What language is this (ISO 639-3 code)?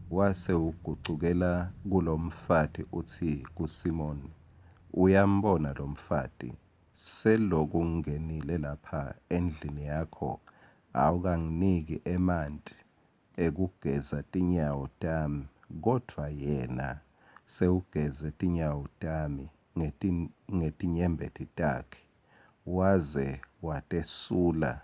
ssw